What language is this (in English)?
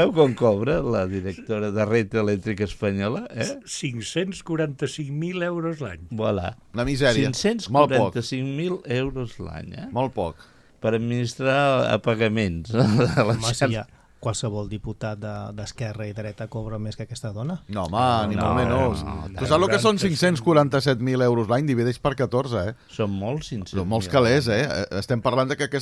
Catalan